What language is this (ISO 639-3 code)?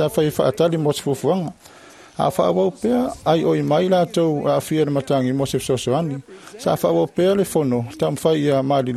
smo